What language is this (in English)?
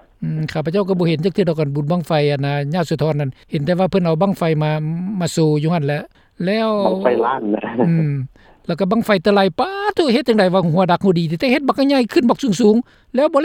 Lao